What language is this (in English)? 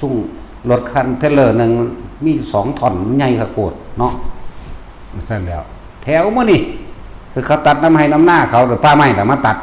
Northeastern Thai